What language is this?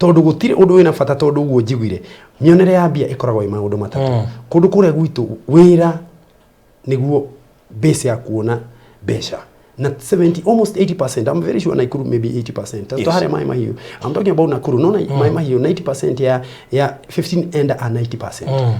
Kikuyu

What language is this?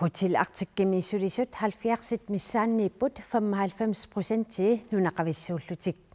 Kalaallisut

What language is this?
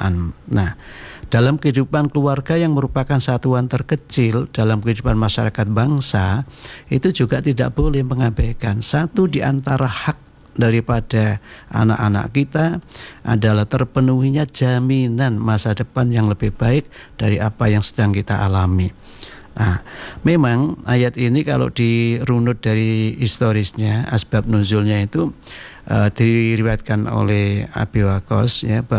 Indonesian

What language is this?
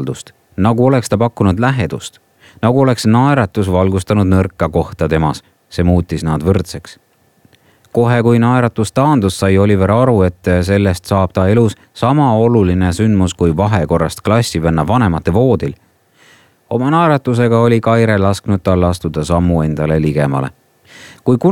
Estonian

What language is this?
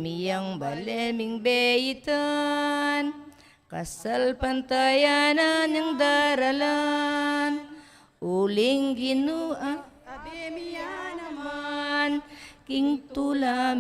Pampanga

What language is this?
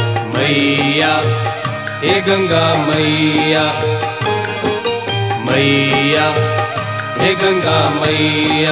Bhojpuri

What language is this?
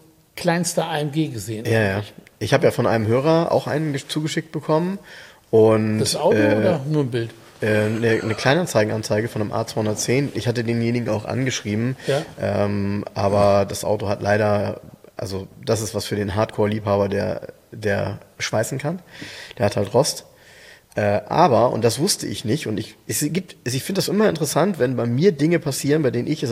German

